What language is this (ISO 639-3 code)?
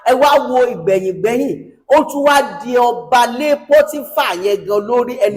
yor